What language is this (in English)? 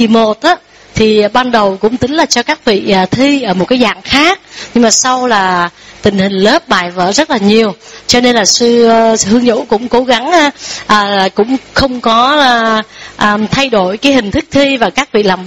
Vietnamese